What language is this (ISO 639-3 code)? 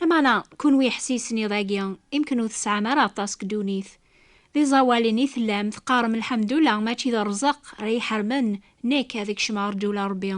kab